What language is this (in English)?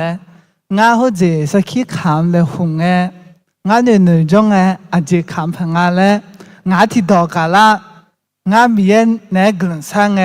Akha